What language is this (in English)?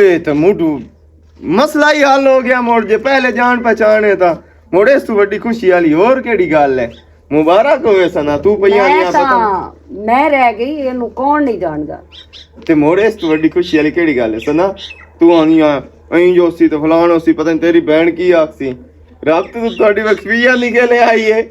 Western Panjabi